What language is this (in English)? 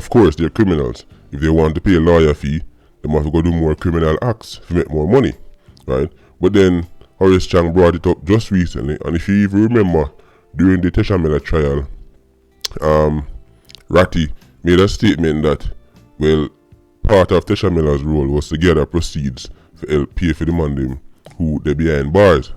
Jamaican Creole English